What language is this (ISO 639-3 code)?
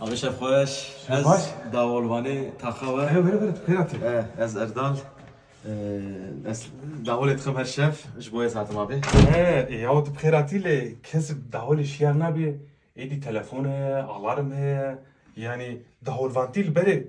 kur